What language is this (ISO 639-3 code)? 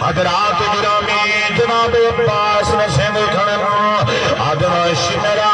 skr